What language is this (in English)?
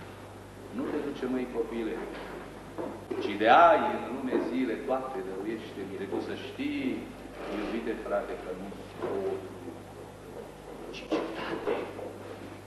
Romanian